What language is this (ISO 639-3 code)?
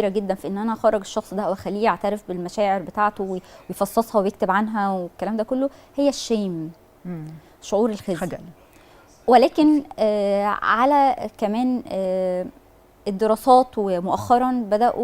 arz